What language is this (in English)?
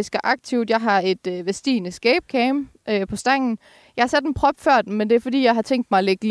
Danish